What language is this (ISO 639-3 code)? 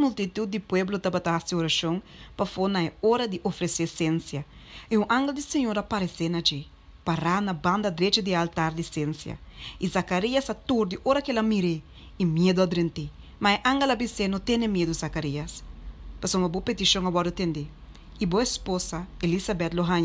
pap